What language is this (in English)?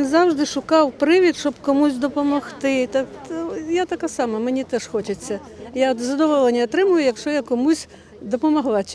Ukrainian